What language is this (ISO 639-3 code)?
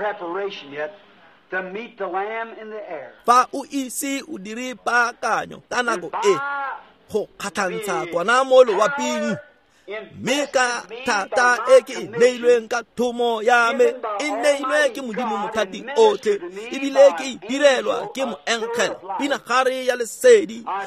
tsn